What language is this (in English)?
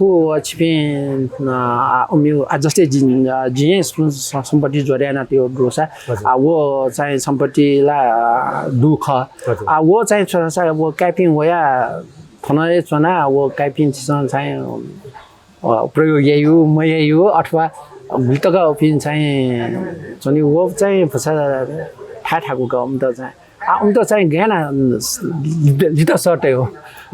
Newari